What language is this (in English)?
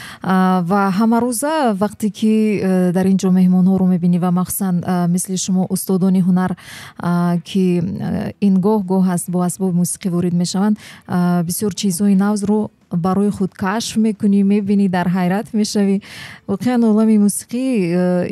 Tajik